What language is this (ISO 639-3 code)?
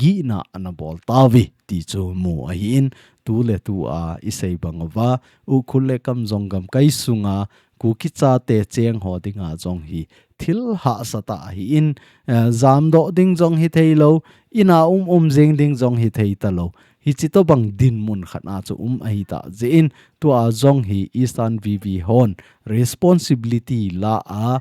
tcz